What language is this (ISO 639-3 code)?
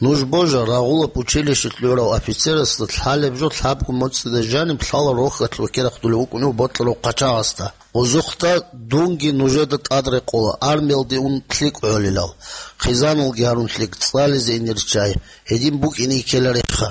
ava